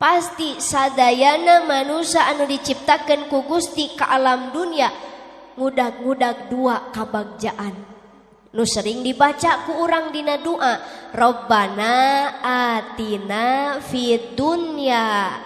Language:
Sundanese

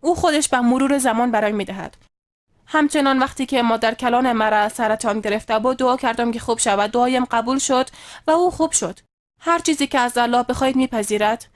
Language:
Persian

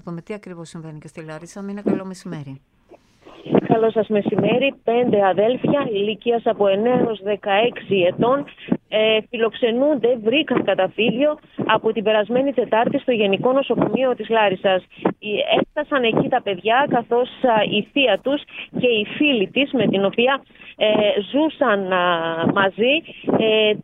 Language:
Greek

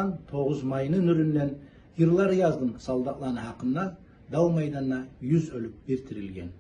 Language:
Kumyk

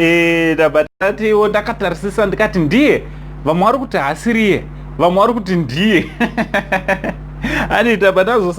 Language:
Shona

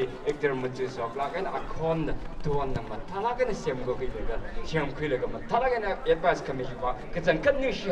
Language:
Tangkhul Naga (India)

